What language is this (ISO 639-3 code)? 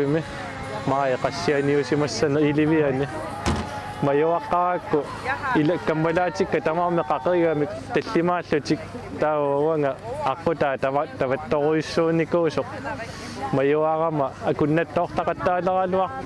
kal